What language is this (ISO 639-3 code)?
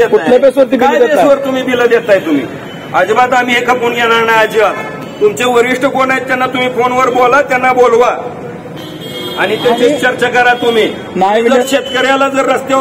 mar